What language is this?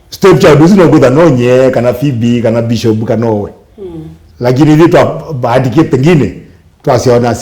Kamba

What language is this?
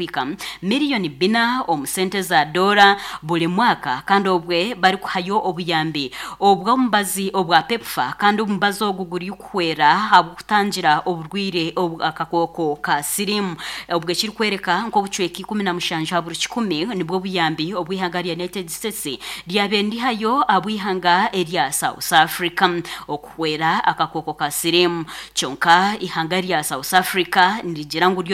Nyankole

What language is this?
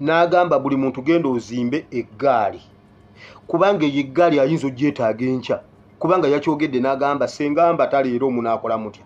Ganda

